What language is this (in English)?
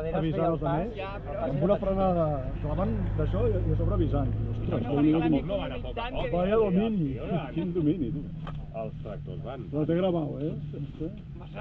Catalan